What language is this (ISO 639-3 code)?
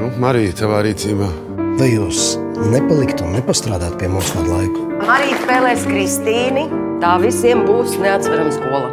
lav